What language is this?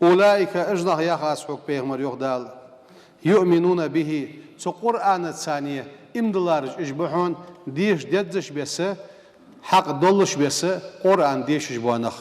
Ingush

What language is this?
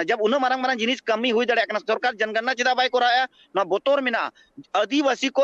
Santali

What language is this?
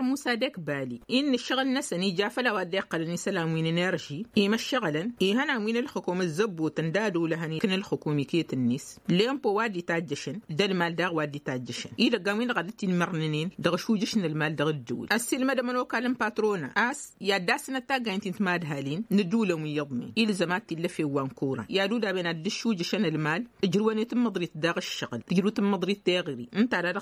Tamasheq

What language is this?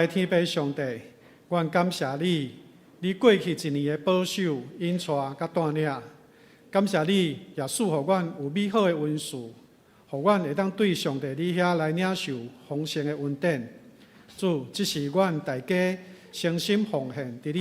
Min Nan Chinese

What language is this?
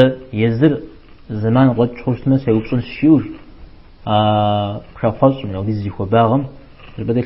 Kabardian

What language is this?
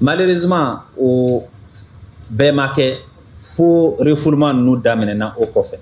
Bambara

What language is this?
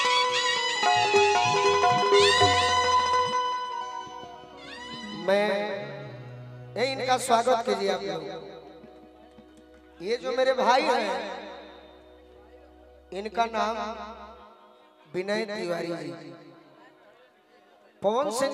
Bhojpuri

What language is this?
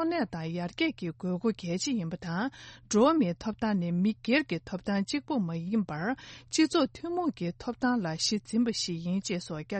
Tibetan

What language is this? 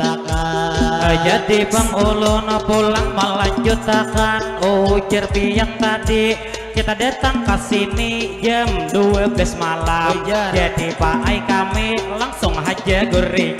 Banjar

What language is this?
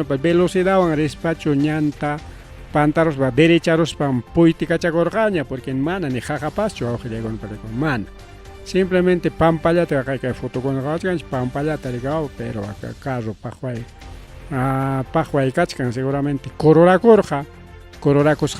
Ayacucho Quechua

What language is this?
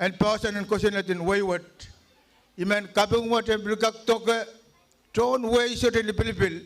Pohnpeian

